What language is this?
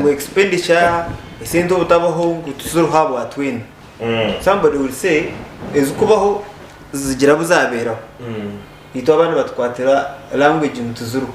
Nyankole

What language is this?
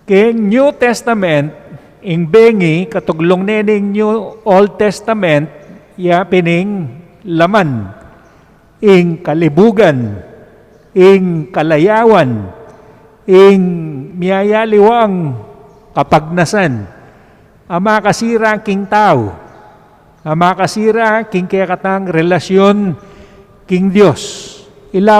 Pampanga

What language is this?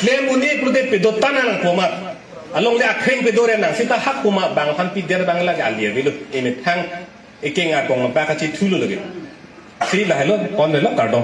Karbi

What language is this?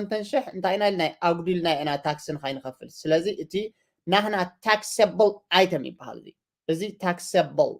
Tigrinya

